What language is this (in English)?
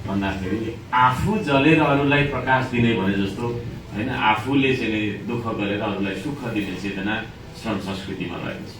Nepali